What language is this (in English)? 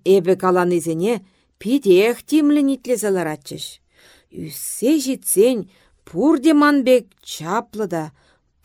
Chuvash